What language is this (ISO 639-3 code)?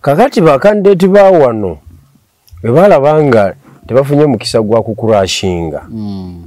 lug